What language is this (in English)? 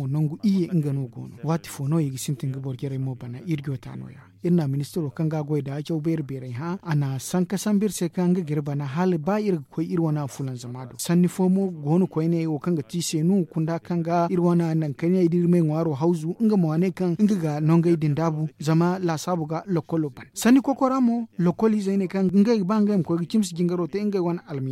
Zarma